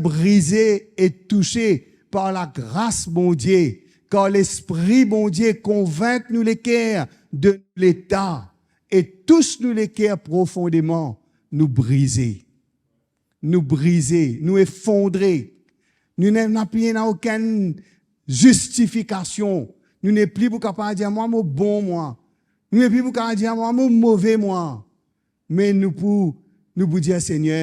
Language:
Morisyen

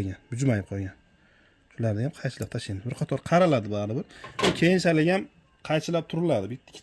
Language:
Uzbek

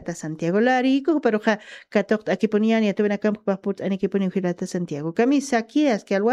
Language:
Aymara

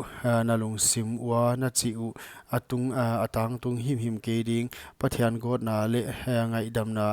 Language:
Paite Chin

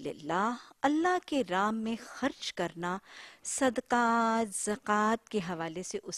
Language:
Urdu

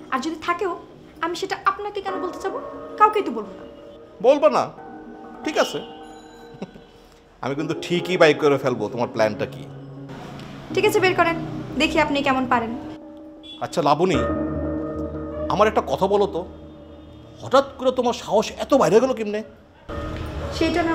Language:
Bangla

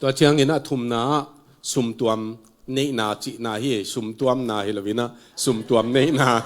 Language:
Tedim Chin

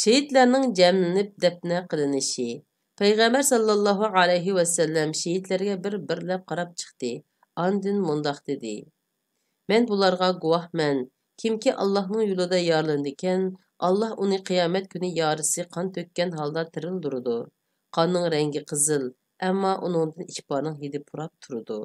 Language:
Uyghur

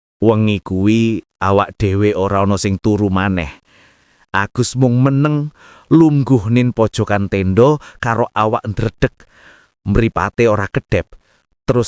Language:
Javanese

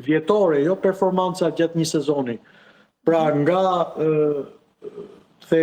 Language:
Albanian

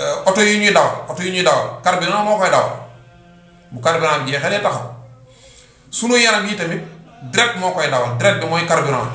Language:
Wolof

